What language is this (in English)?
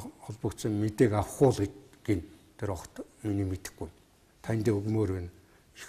Mongolian